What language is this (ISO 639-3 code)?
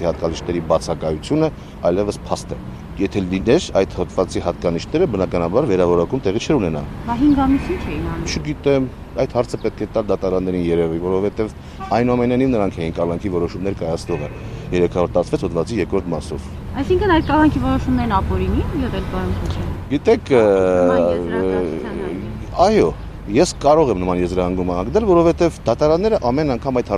hye